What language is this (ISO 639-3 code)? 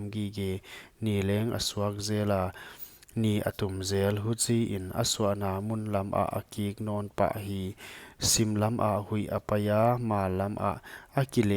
pck